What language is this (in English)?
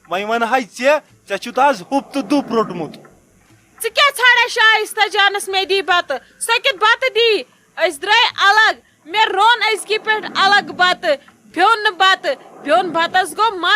Kashmiri